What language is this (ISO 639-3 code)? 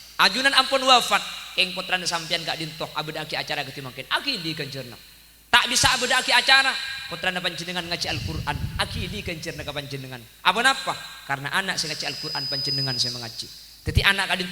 mad